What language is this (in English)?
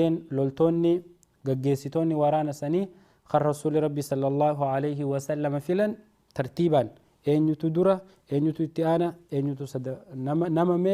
Oromo